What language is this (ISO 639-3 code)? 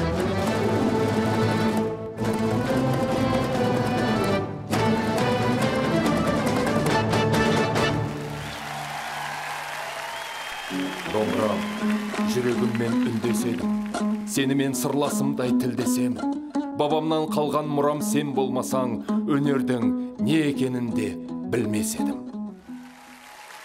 kaz